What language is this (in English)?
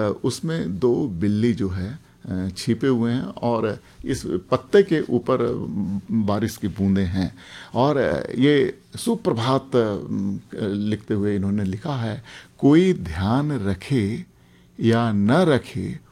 Hindi